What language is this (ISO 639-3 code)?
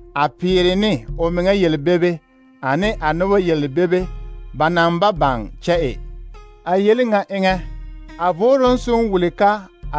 dga